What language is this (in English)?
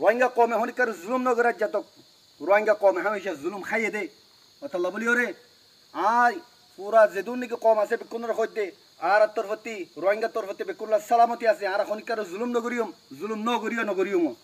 Rohingya